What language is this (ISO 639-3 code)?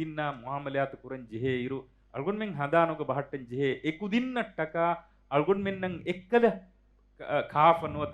div